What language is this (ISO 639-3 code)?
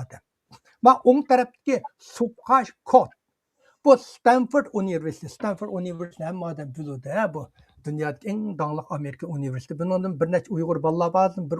uig